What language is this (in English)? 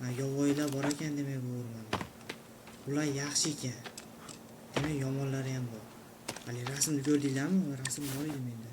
Uzbek